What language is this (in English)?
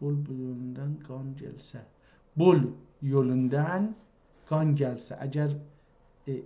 South Azerbaijani